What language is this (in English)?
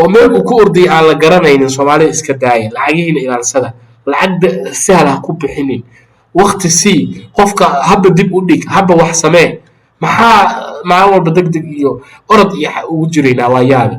Somali